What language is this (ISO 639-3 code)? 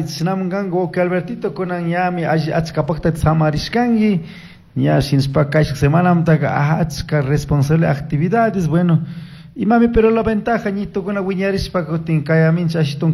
qug